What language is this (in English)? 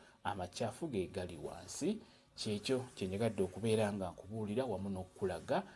Ganda